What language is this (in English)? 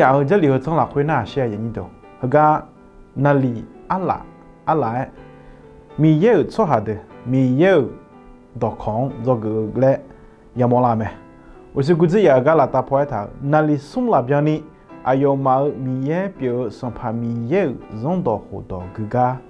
Akha